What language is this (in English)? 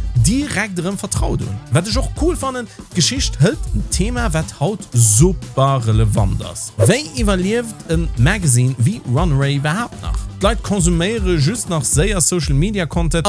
Luxembourgish